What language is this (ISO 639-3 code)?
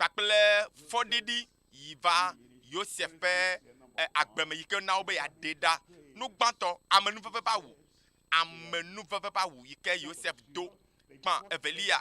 ewe